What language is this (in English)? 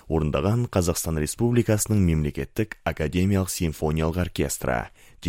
Kazakh